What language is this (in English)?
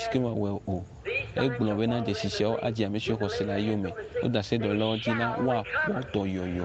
Ewe